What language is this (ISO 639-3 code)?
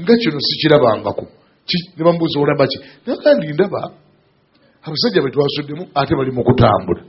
lug